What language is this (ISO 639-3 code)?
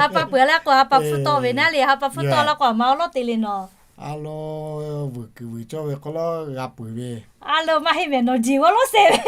lhu